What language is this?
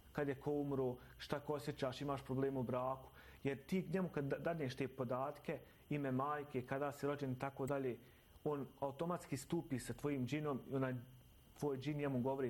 Bosnian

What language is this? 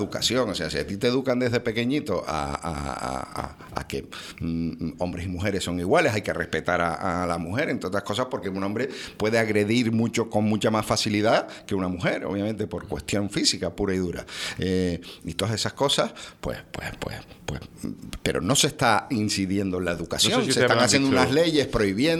Spanish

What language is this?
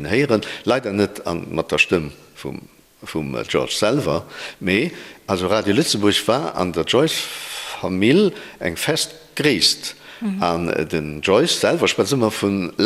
Luxembourgish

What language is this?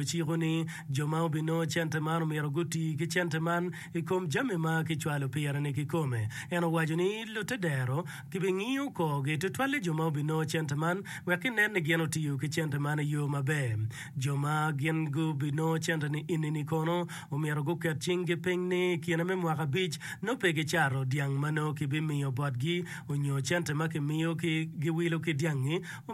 Acoli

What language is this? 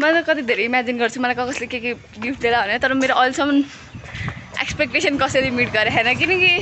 Nepali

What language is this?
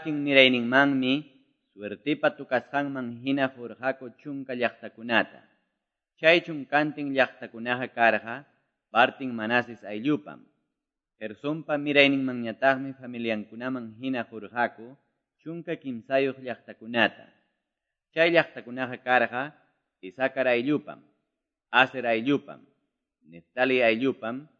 Quechua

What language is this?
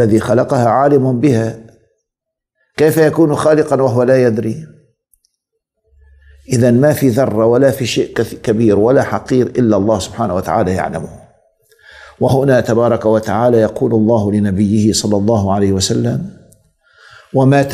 Arabic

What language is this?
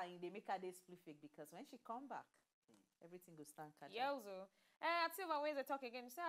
Nigerian Pidgin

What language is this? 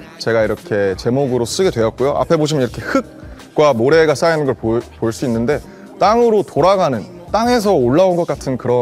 Korean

